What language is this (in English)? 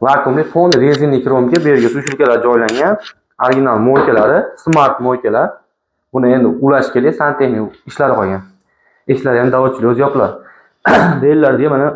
Uzbek